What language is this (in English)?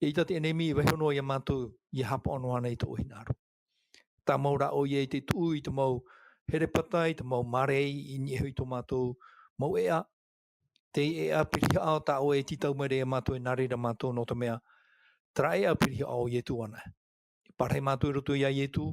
Tahitian